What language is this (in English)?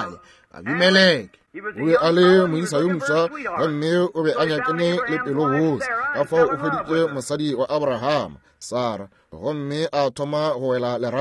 Northern Sotho